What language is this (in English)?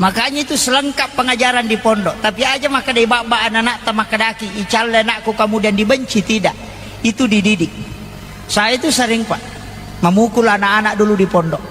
Buginese